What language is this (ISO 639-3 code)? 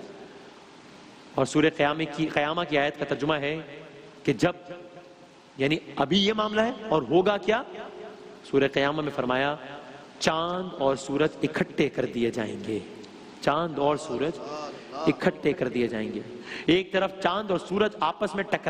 urd